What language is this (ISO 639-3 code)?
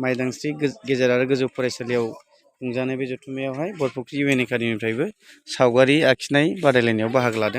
brx